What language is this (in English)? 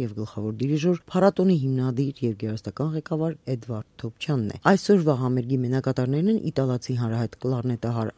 Armenian